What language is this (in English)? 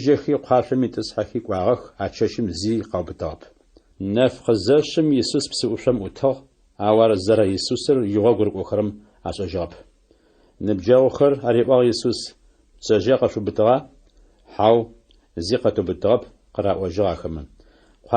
Adyghe